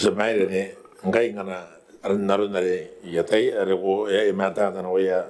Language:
Gilbertese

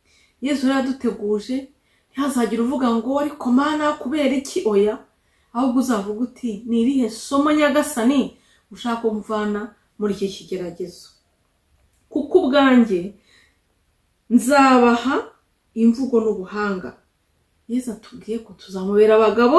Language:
Kinyarwanda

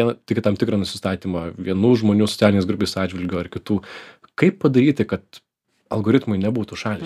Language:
Lithuanian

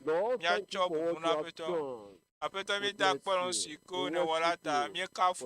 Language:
Ewe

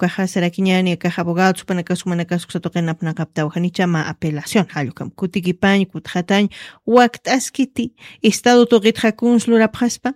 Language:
Aymara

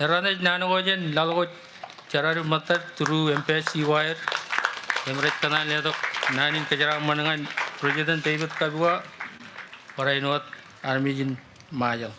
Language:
Marshallese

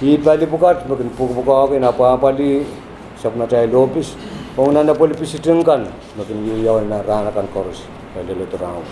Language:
Pohnpeian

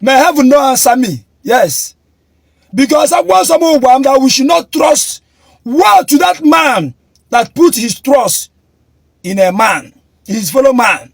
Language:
Igbo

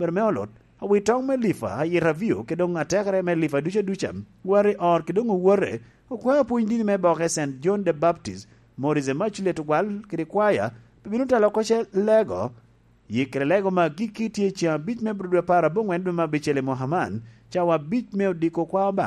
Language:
Lango (Uganda)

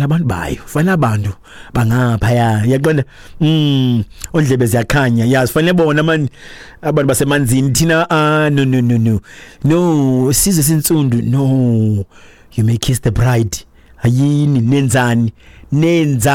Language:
Xhosa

